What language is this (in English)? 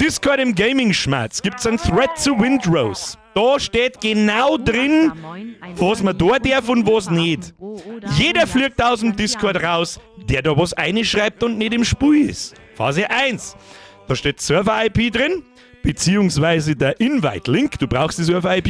Bavarian